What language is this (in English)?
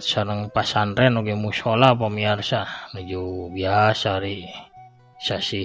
Sundanese